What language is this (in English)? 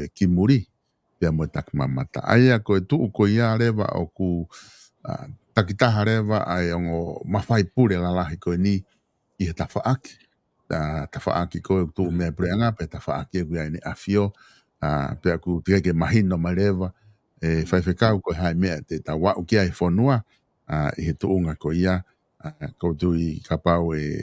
Tongan